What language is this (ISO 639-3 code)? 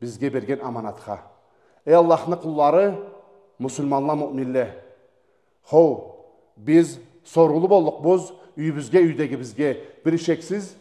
krc